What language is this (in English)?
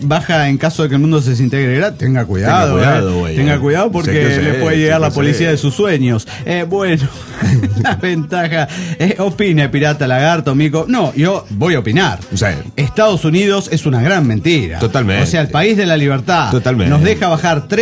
Spanish